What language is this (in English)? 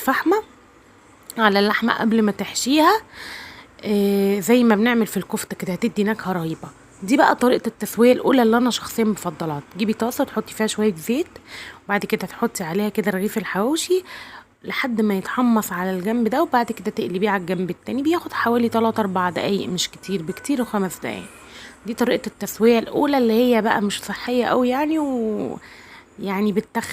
Egyptian Arabic